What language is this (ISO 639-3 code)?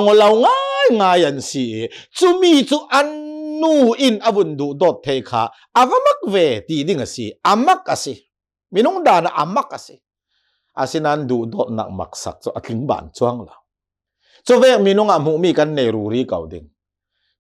cnh